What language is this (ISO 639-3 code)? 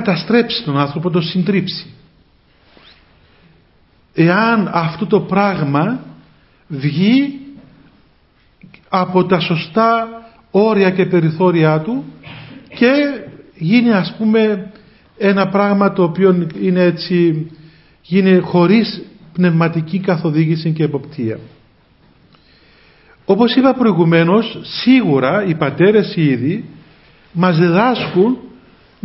ell